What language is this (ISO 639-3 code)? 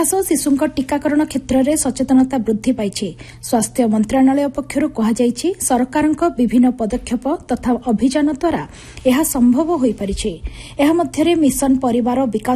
ori